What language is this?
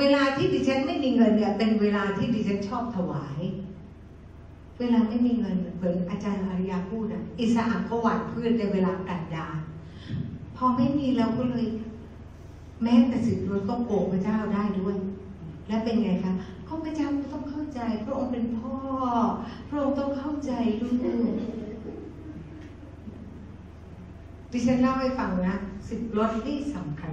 Thai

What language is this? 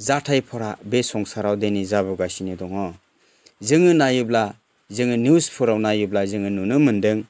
Bodo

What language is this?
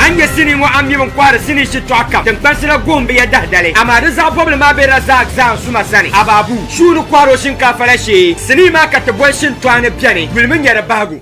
Dagbani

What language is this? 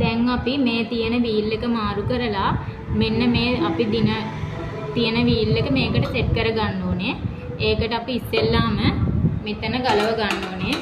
Sinhala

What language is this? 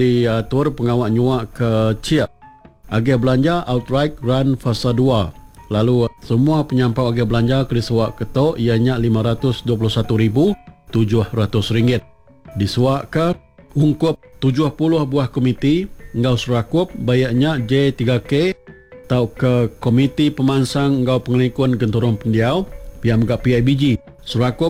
Iban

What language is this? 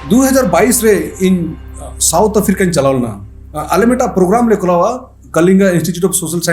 Santali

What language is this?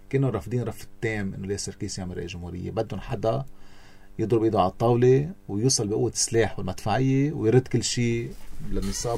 North Levantine Arabic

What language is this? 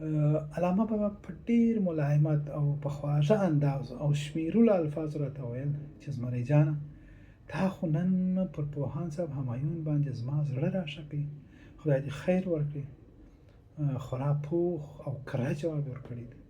Pashto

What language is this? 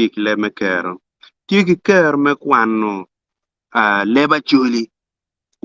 Acoli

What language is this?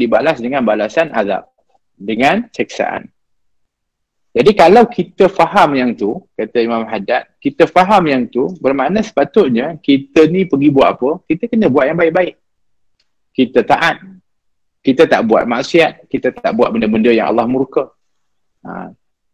Malay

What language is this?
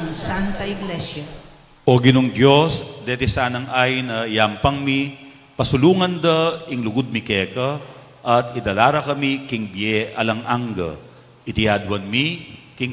Pampanga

